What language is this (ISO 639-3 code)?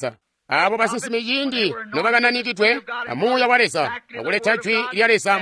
toi